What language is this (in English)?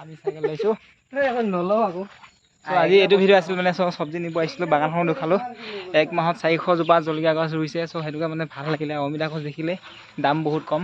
Assamese